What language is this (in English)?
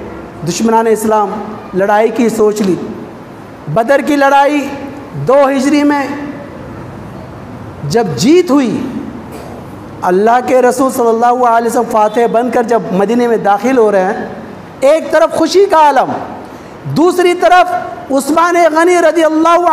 Urdu